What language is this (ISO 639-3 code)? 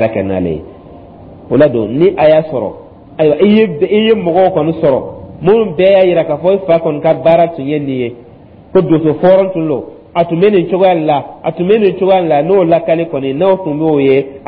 dyu